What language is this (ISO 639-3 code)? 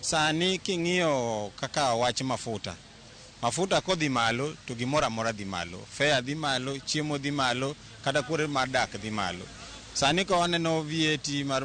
luo